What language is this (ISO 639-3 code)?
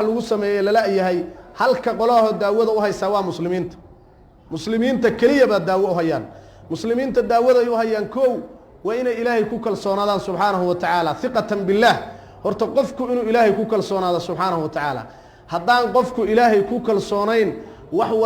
som